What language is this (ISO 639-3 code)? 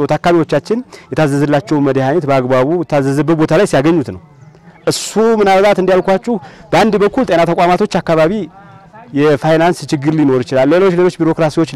amh